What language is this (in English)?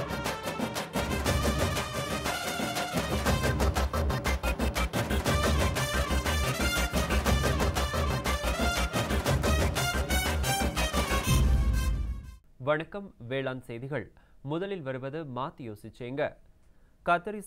Tamil